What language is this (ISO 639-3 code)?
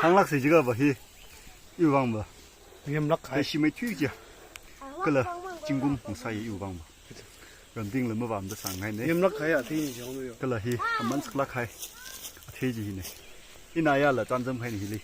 nmf